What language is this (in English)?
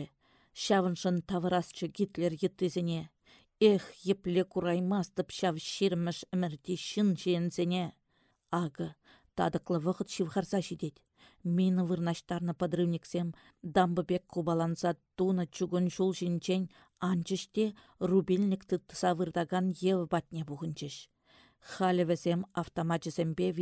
Chuvash